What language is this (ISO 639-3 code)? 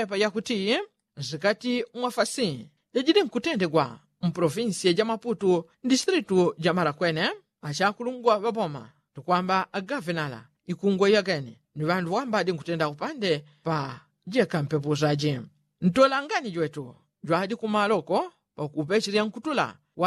yao